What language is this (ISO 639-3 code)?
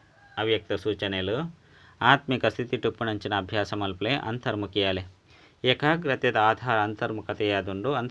tcy